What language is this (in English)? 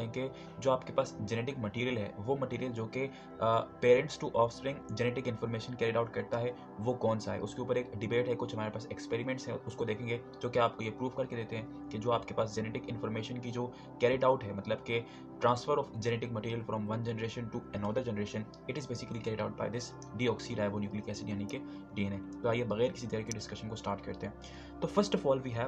Hindi